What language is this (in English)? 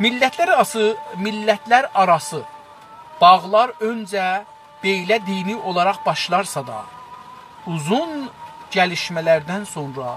South Azerbaijani